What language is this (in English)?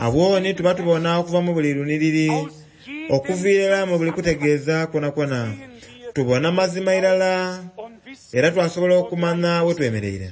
Soga